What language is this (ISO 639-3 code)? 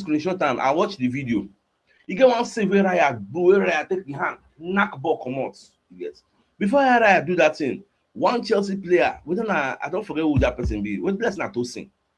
pcm